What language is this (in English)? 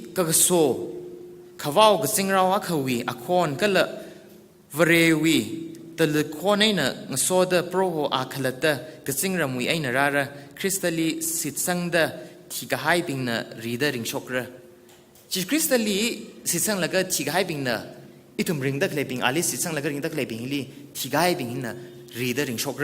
Tangkhul Naga (India)